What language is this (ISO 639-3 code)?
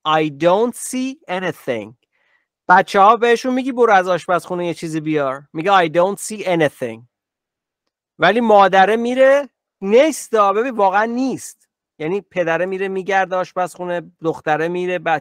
fas